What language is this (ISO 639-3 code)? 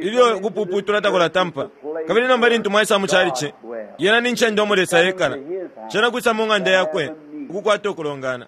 bem